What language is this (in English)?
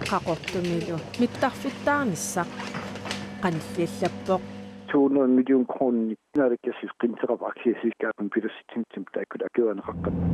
Kalaallisut